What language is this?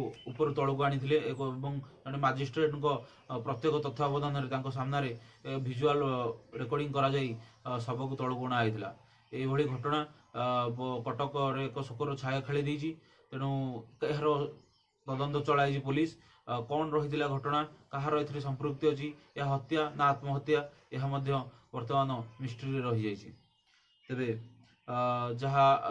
Odia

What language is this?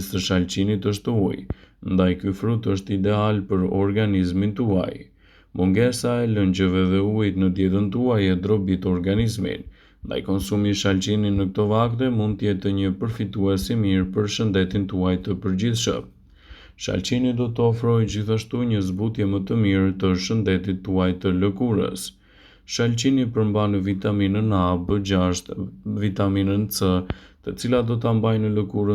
Albanian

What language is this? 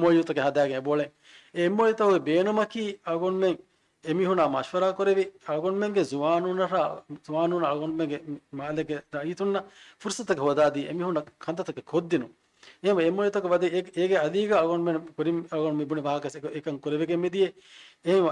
Divehi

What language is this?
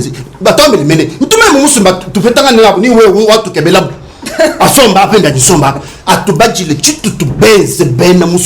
Luba-Lulua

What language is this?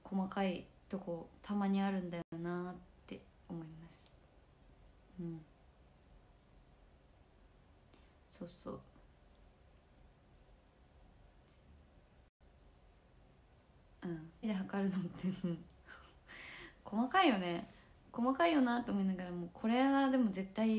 Japanese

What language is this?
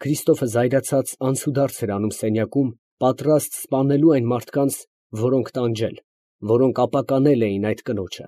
Armenian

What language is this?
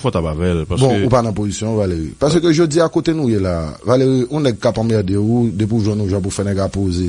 Haitian Creole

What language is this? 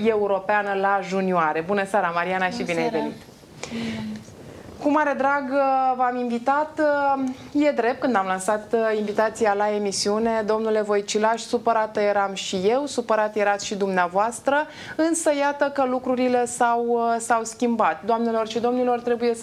Romanian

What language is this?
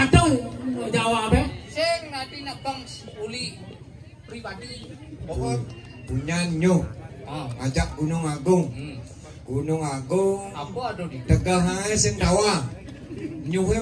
Balinese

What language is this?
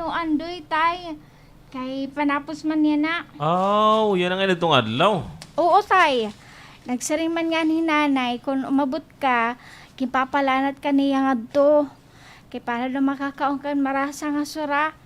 Waray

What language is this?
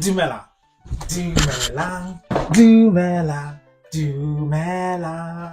Tswana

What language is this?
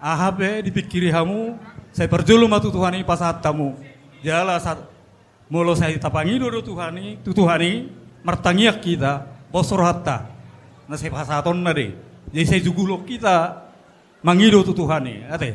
Batak Toba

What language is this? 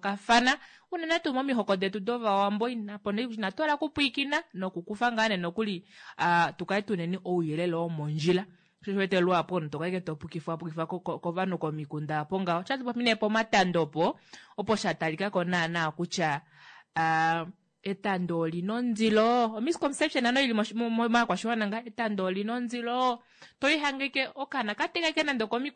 Kuanyama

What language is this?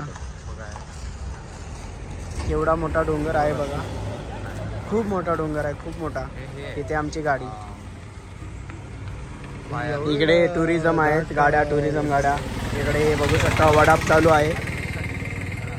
Marathi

